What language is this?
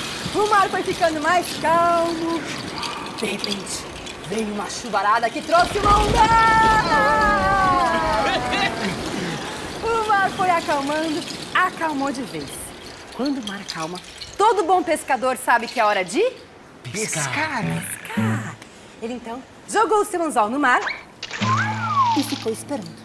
Portuguese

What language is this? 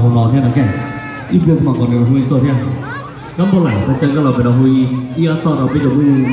Hmong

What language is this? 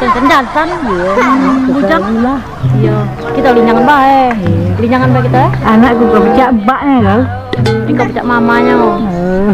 Musi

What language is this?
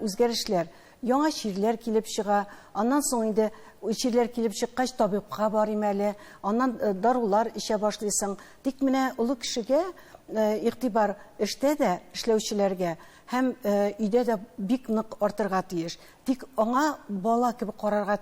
Tatar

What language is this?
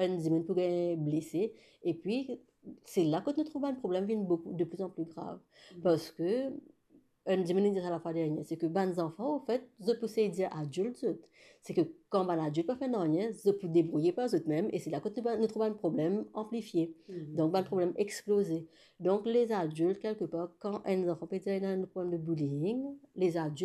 Morisyen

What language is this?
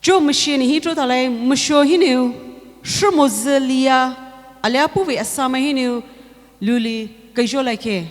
Poumei Naga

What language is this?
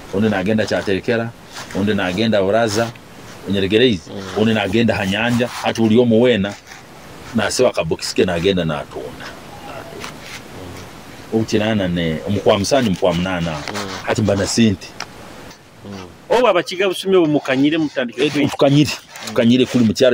Nyoro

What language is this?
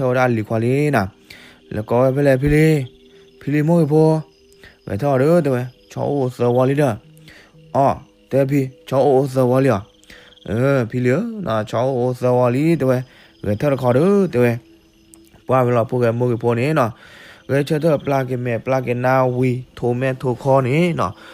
S'gaw Karen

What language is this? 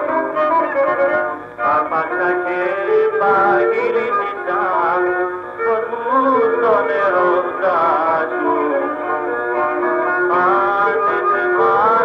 Greek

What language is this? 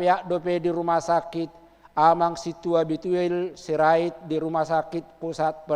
Batak Toba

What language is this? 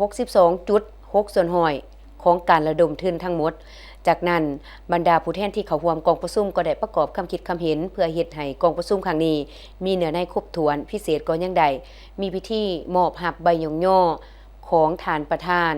Lao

